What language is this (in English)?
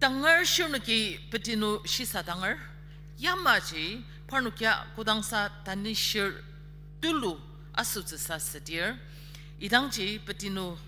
Ao Naga